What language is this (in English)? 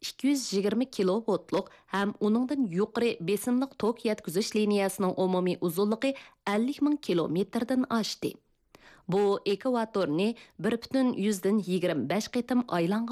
Uyghur